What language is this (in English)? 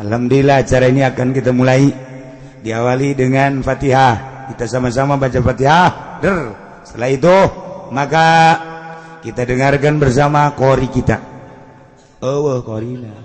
Sundanese